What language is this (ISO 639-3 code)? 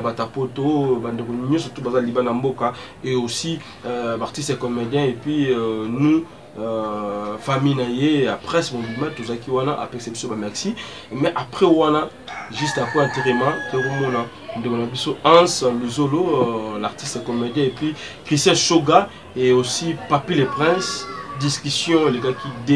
lin